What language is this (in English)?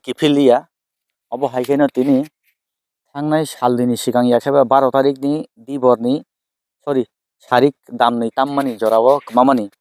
Kok Borok